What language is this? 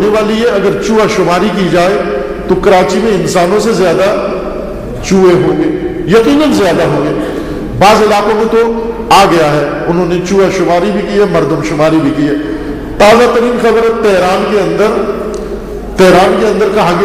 Urdu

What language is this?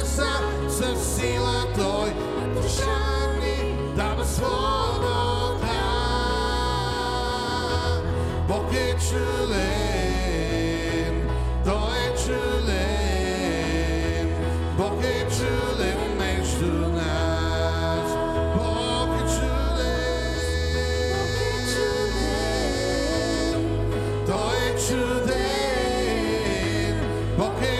Bulgarian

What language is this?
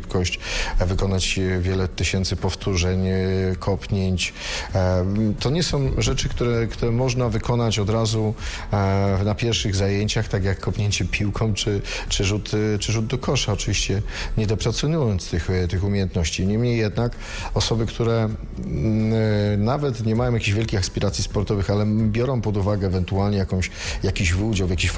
Polish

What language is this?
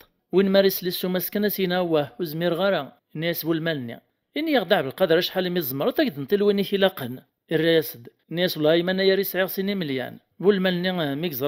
Kabyle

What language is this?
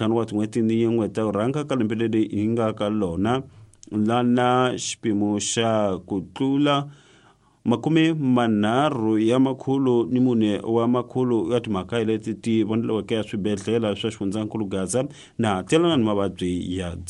Tsonga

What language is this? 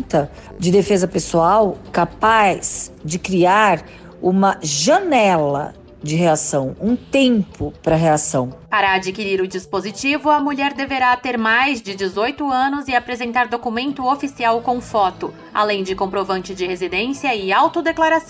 Portuguese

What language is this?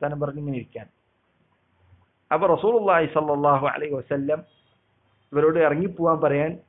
Malayalam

